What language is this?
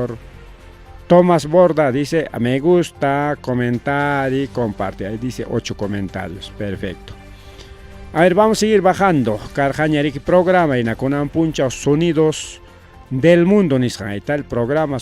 Ayacucho Quechua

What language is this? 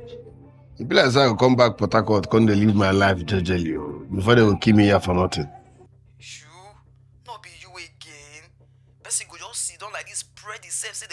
Nigerian Pidgin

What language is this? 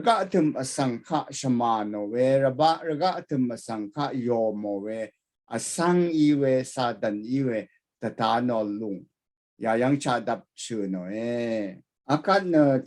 Rawang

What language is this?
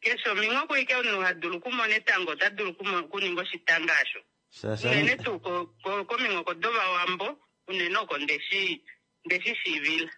Kuanyama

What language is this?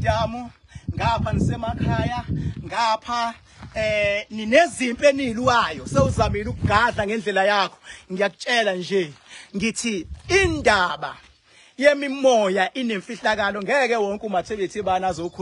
Zulu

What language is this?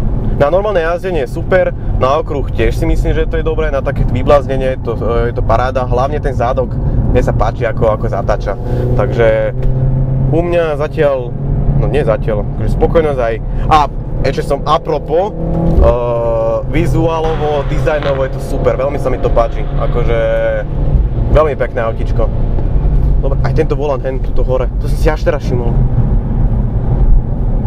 Slovak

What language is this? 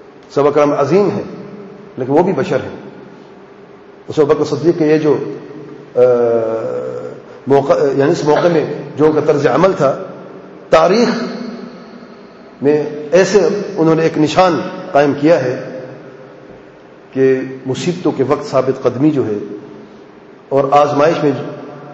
Urdu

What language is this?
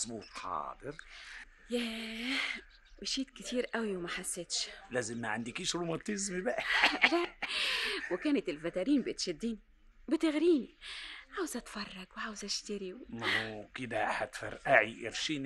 Egyptian Arabic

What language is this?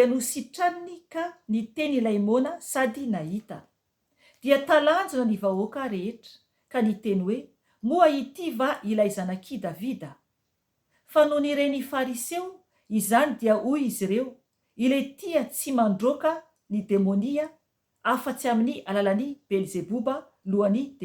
Malagasy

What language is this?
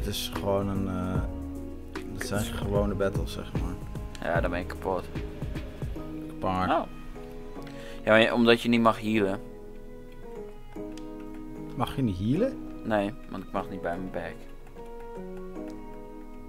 Dutch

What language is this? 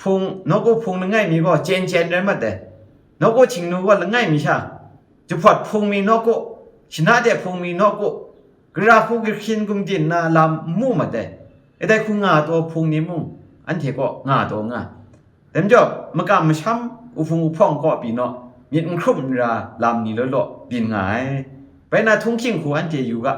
Kachin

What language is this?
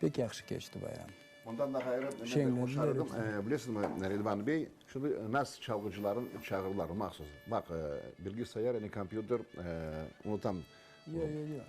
Crimean Tatar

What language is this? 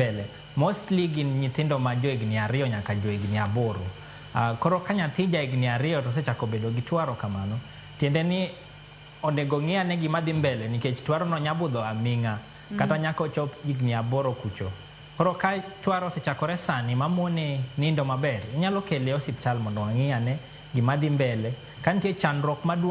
Luo (Kenya and Tanzania)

